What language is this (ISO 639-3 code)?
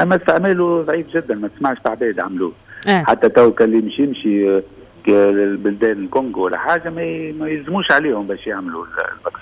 aeb